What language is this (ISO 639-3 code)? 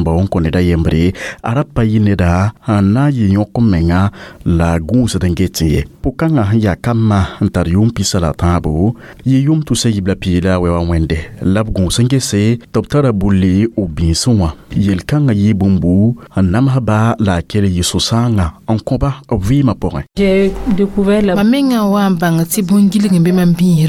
mos